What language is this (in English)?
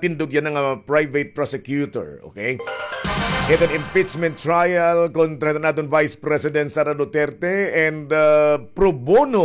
Waray